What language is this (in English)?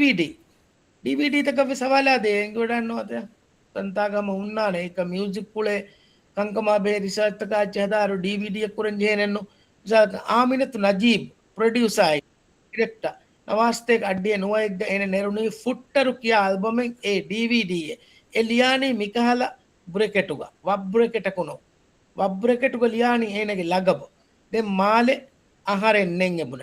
Divehi